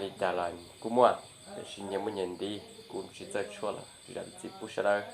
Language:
Hmong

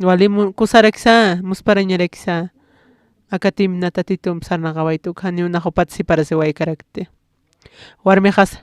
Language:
Aymara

